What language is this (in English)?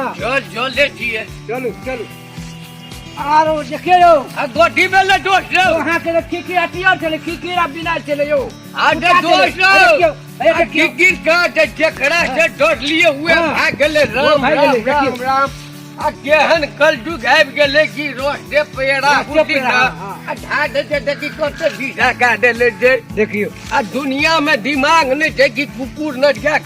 Maithili